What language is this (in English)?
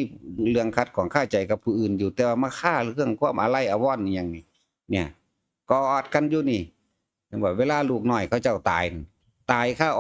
Northeastern Thai